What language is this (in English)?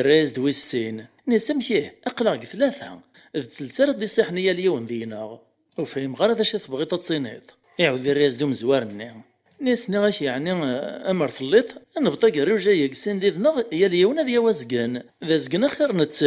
Kabyle